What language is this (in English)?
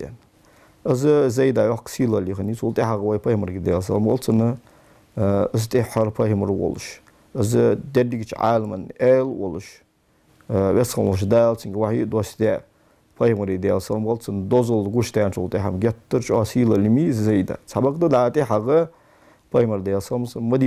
Ingush